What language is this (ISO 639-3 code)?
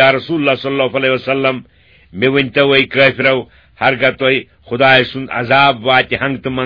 kas